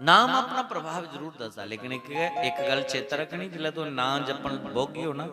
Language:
Dogri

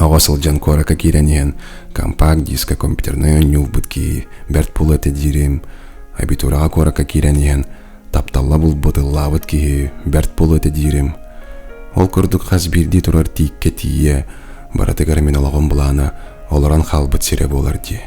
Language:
Yakut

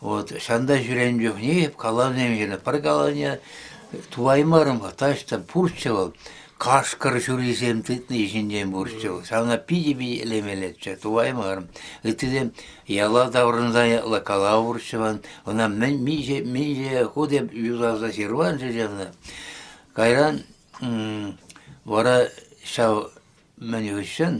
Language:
Chuvash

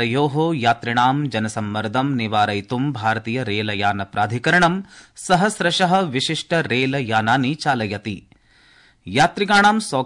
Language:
Sanskrit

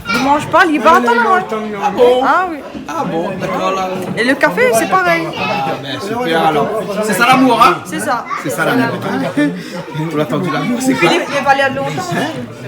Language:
Réunion Creole French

